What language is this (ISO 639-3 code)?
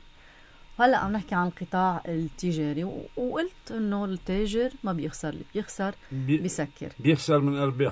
apc